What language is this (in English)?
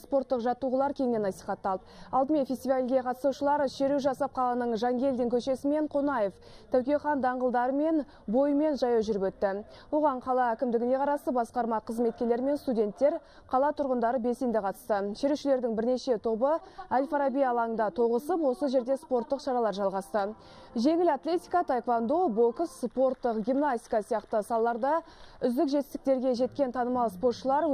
Kazakh